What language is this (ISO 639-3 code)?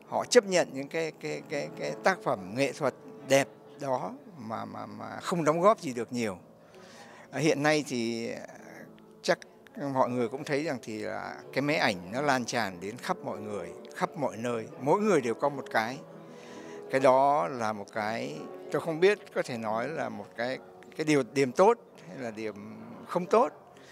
vie